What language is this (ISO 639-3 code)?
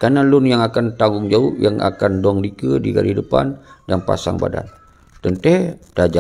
ace